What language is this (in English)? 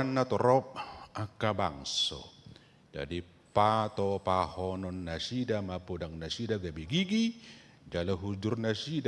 Batak Toba